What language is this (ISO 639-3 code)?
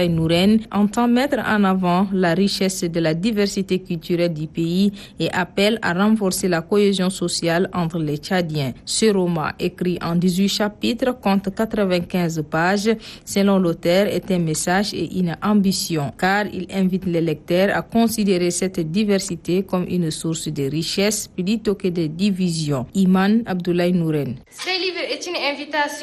fra